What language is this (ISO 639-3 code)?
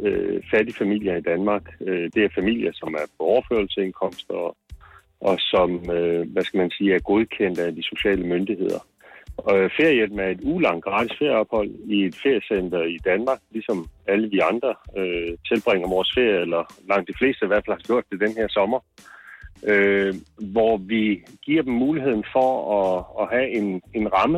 dan